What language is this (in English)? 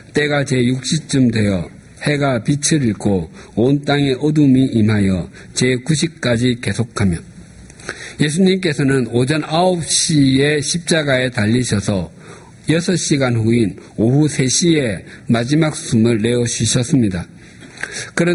Korean